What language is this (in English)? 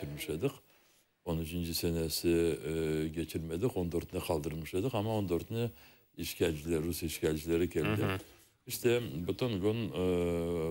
Crimean Tatar